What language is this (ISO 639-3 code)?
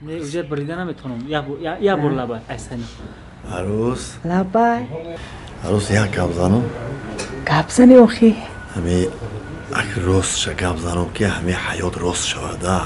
tgk